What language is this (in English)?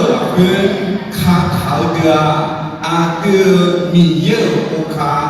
Akha